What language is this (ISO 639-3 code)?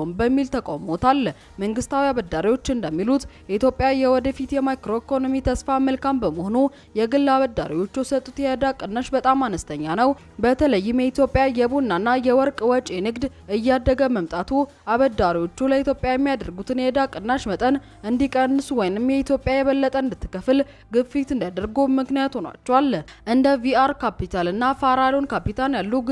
amh